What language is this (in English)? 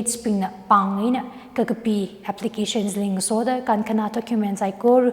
Tangkhul Naga (India)